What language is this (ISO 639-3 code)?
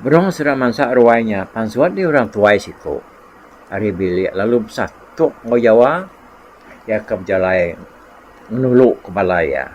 iba